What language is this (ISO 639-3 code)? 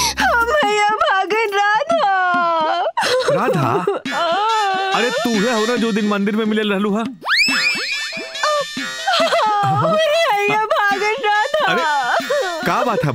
bho